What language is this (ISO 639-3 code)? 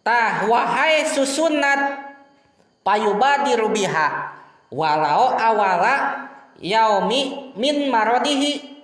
sun